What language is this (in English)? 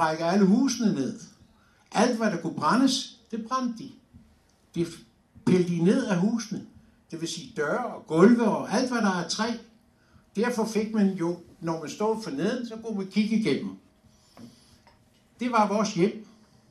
Danish